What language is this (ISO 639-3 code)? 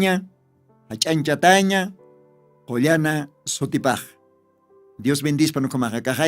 aym